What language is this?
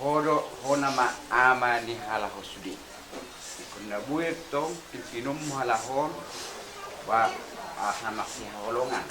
Batak Toba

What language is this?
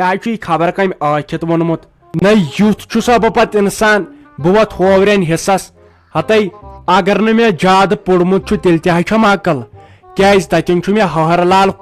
Kashmiri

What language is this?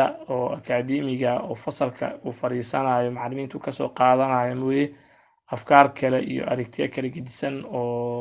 Somali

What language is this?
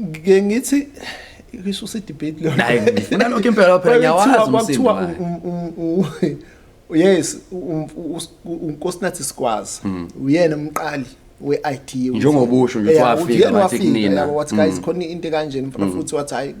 Zulu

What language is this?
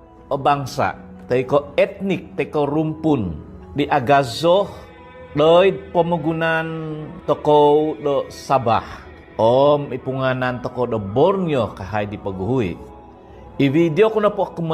Central Dusun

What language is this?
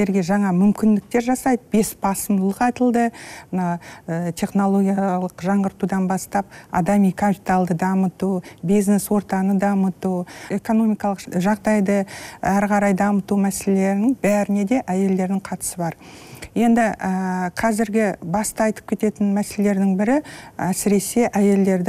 Kazakh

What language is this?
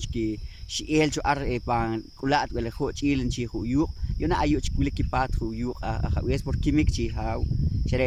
Poqomchi'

